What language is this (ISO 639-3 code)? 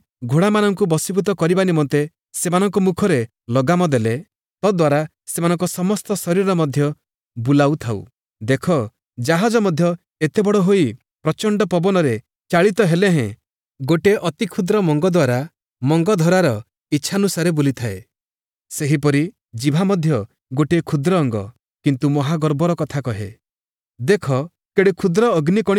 ori